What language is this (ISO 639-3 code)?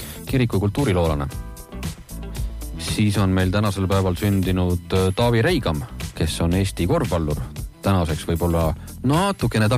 est